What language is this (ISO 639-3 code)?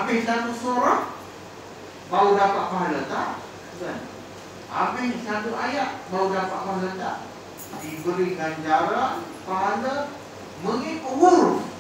msa